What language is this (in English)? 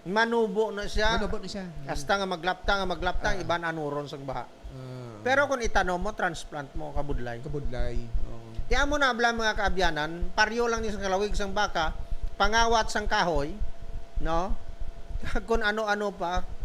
Hiligaynon